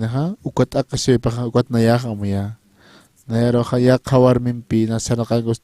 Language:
Aymara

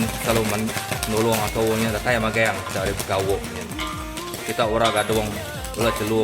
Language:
Iban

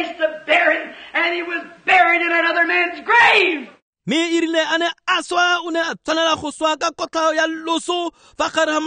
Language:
Tswana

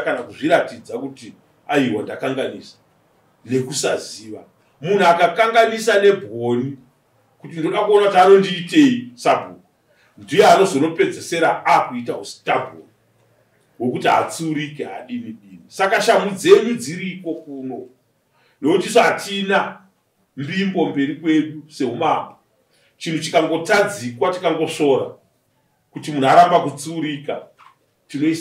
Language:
Shona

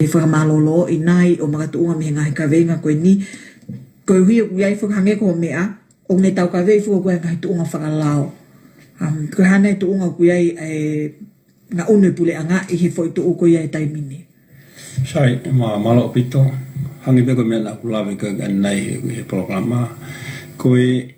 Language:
Tongan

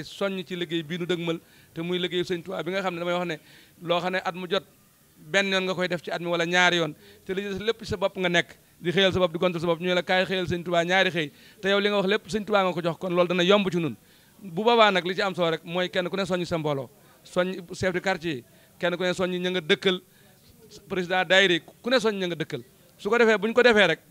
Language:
Wolof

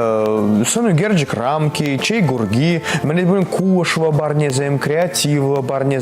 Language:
Chuvash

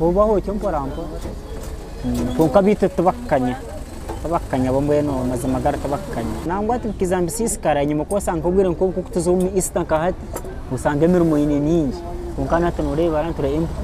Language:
Nyankole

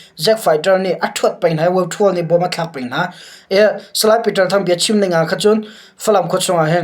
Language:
Hakha Chin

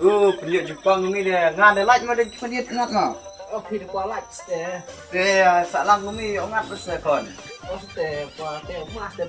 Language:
Khasi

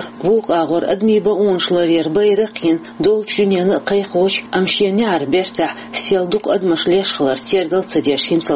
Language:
Chechen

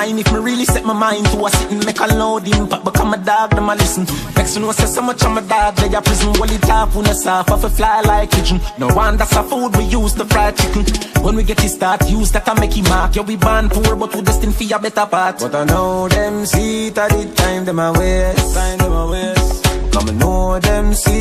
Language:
Jamaican Creole English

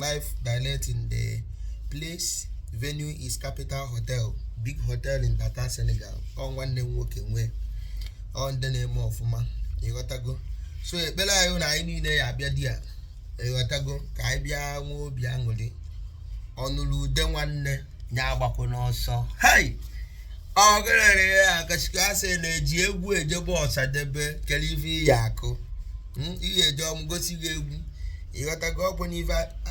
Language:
Igbo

